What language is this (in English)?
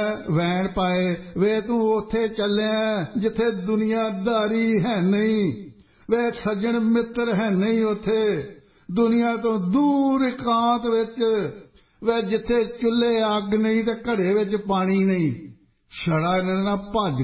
Punjabi